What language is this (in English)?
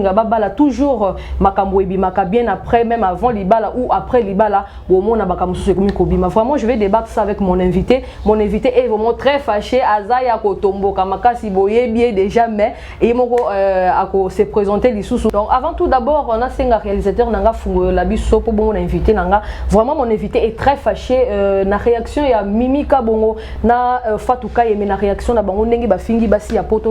Lingala